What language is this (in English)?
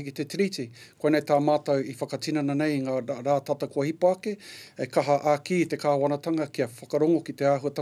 Māori